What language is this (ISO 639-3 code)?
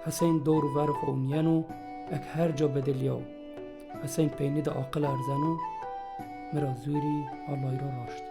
zza